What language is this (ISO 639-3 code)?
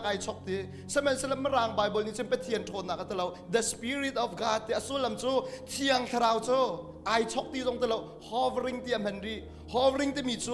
cnh